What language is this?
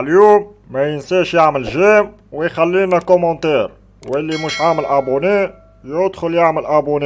Tunisian Arabic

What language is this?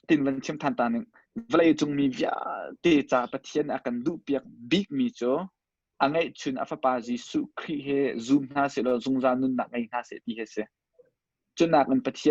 Hakha Chin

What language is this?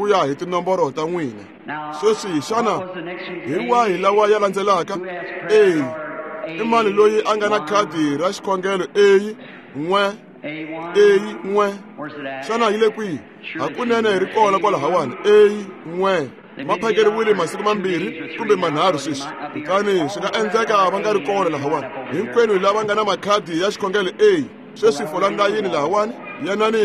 Tsonga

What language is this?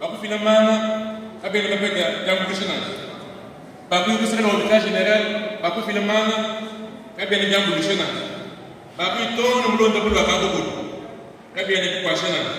Luba-Lulua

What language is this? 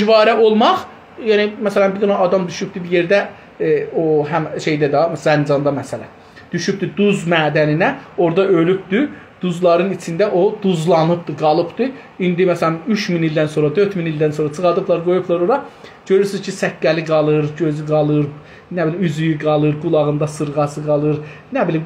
South Azerbaijani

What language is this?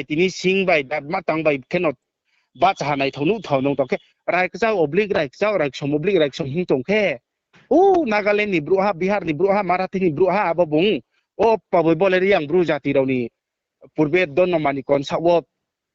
Riang (India)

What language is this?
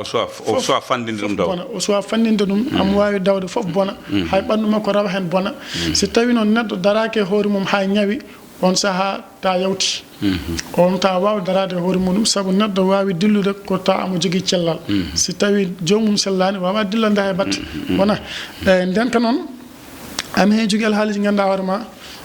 Fula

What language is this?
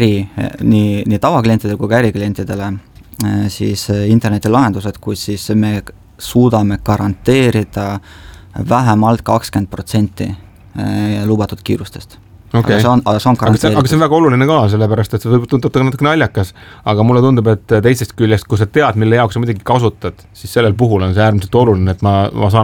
Estonian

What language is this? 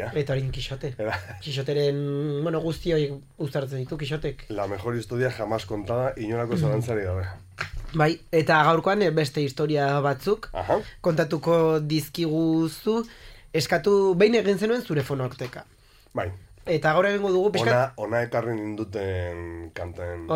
Basque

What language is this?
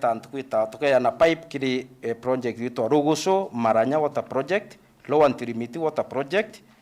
Meru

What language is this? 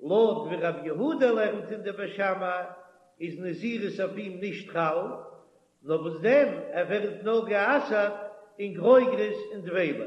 Yiddish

